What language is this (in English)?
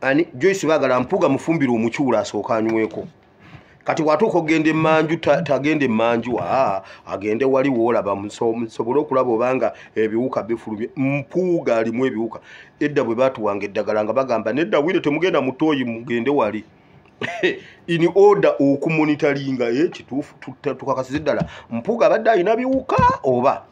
Ganda